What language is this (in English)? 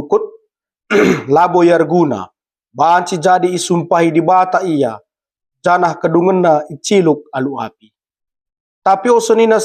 Batak Karo